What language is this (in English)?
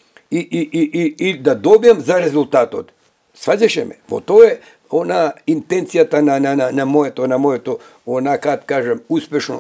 Macedonian